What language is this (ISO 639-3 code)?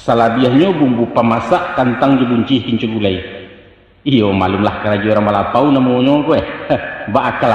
min